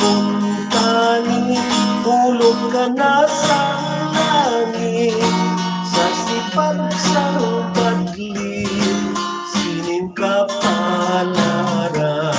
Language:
Hiligaynon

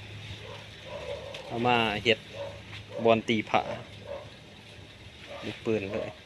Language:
Lao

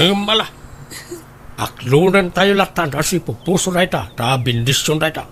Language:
Iloko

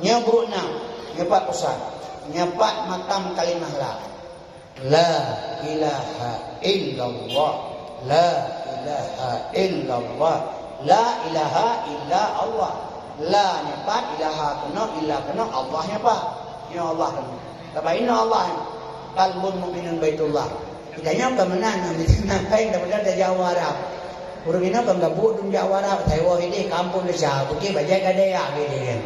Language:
Achinese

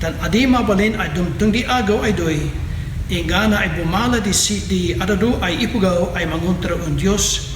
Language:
Kankanaey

